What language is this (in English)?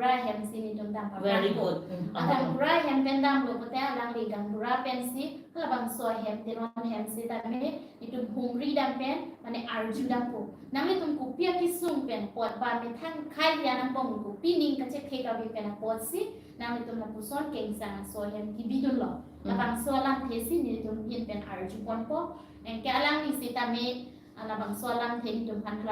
Karbi